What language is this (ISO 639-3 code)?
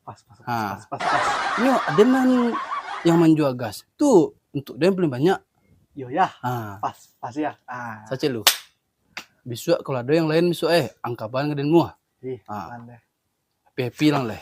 min